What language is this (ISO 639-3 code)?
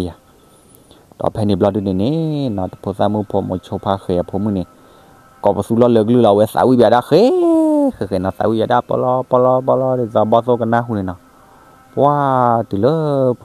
ksw